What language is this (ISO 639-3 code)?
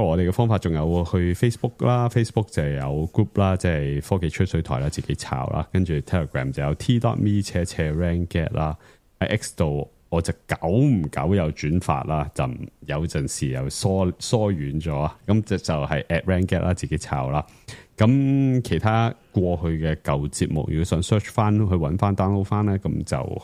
yue